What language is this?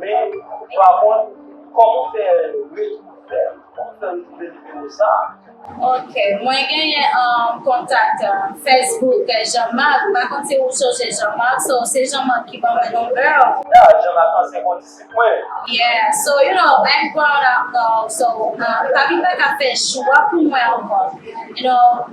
Haitian Creole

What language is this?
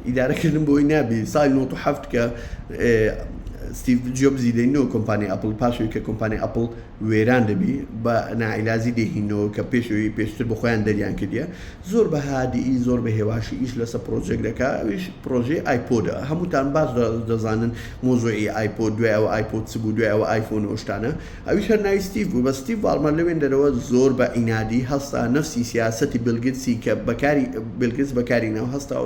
Central Kurdish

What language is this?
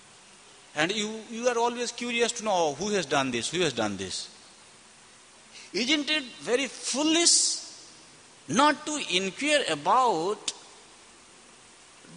English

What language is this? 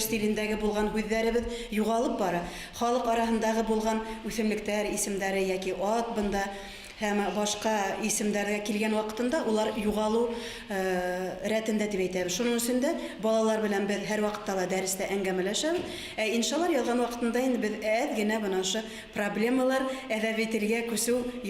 Bashkir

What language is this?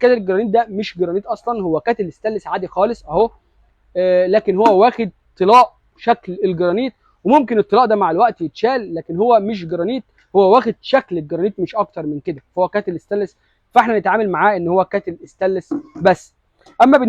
Egyptian Arabic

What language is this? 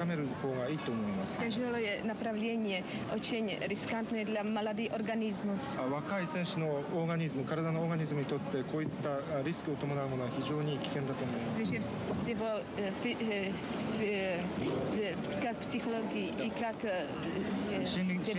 Japanese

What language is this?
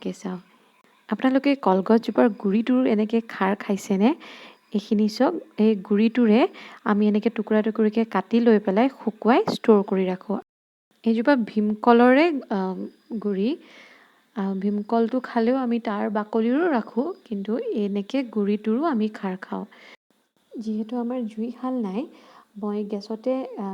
Assamese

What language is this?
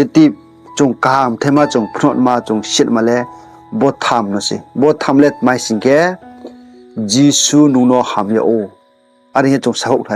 Riang (India)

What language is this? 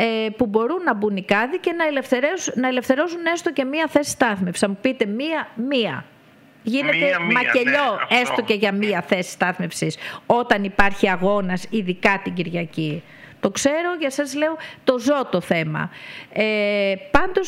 Greek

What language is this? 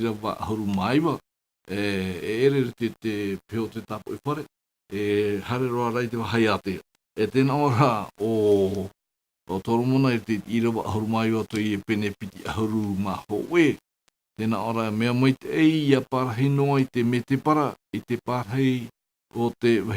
Tahitian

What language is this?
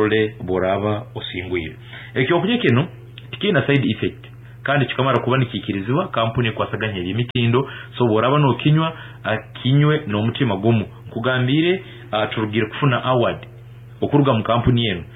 Nyankole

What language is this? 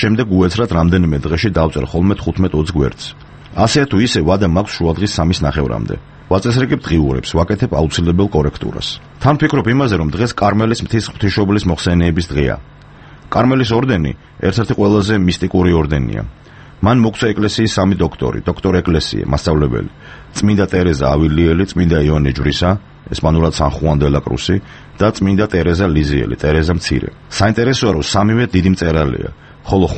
Georgian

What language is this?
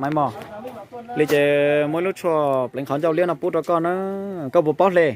Hmong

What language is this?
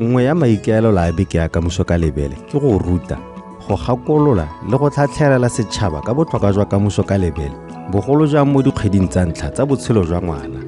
Tswana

